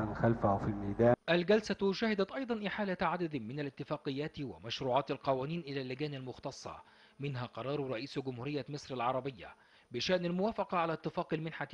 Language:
Arabic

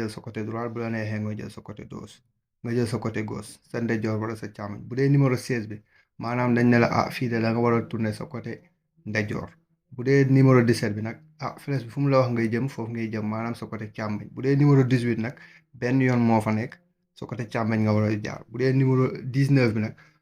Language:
Wolof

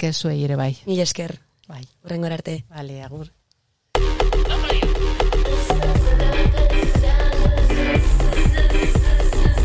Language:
Basque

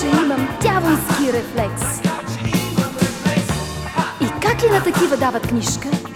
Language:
Bulgarian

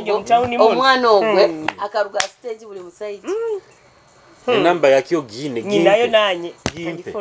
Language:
Nyoro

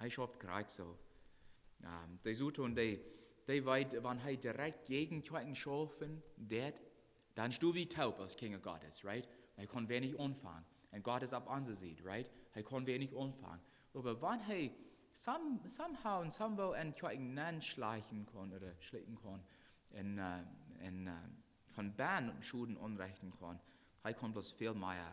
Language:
Plautdietsch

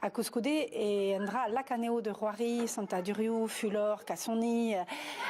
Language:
Breton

